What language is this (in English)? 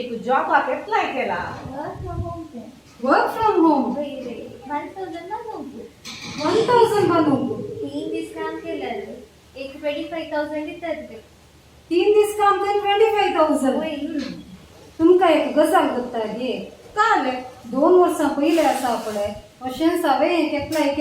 Konkani